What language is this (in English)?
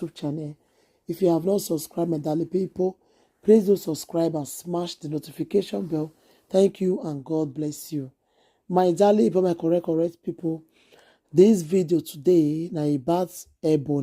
Nigerian Pidgin